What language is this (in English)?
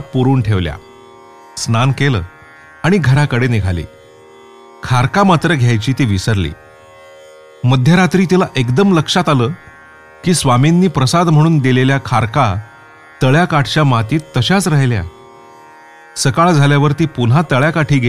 Marathi